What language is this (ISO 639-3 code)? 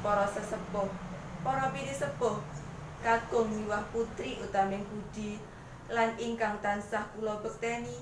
jav